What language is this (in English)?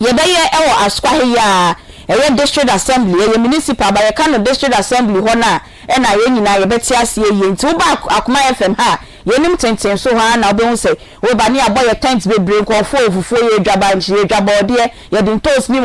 Akan